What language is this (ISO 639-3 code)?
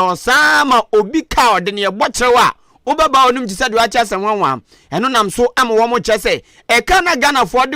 aka